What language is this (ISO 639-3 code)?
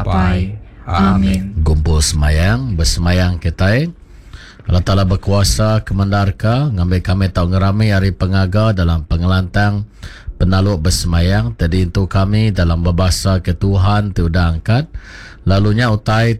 iba